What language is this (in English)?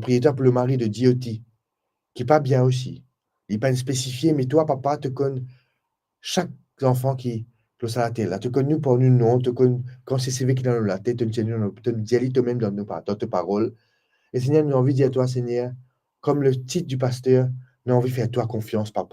Morisyen